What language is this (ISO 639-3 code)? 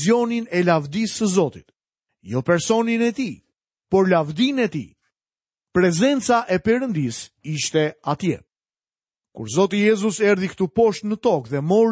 sqi